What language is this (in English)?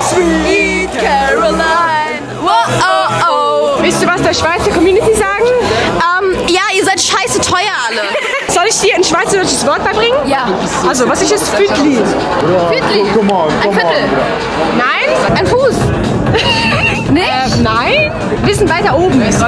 Swiss German